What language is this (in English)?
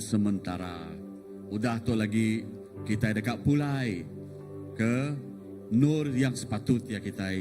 Iban